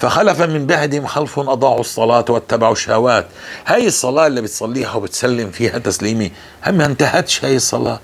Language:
North Levantine Arabic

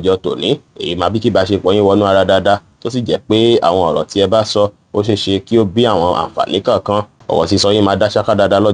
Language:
Yoruba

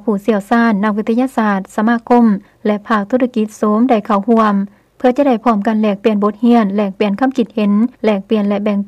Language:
Lao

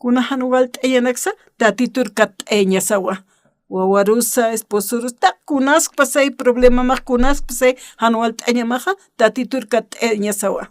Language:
Aymara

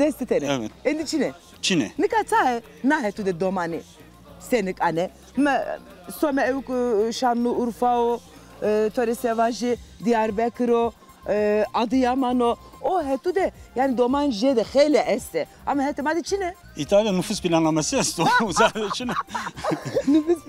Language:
Zaza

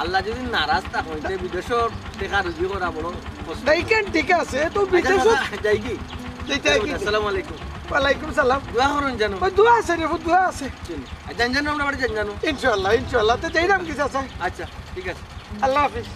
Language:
Sylheti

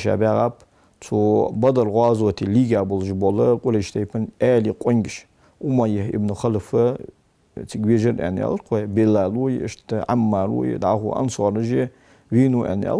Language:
Ingush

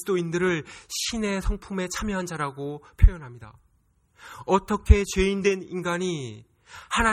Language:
Korean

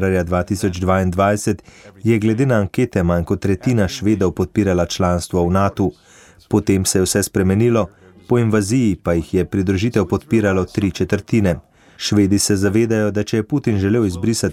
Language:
Slovenian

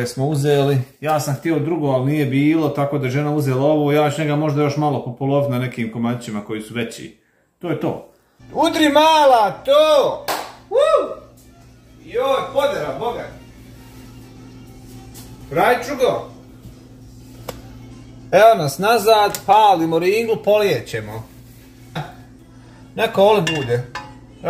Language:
Croatian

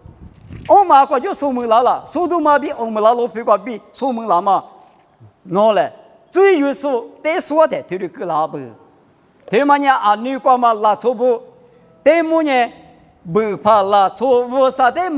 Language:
Lisu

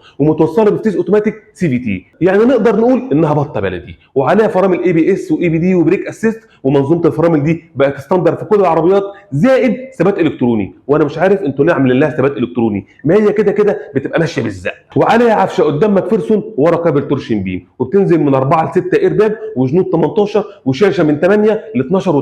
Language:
Egyptian Arabic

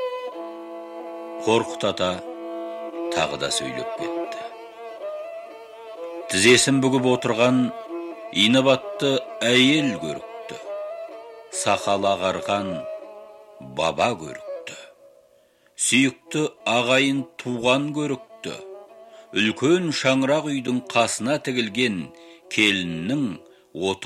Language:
Kazakh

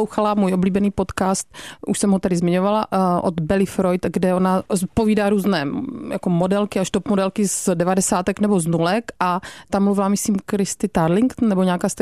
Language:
Czech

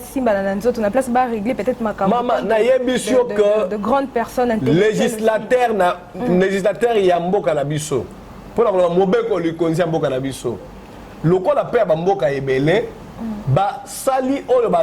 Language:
Lingala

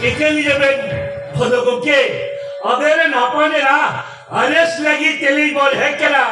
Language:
Santali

